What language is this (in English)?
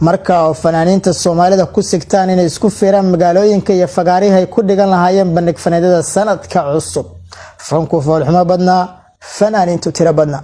Somali